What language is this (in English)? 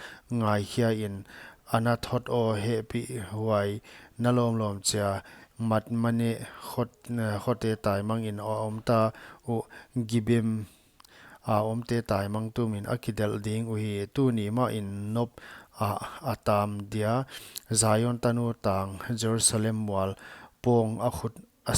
Paite Chin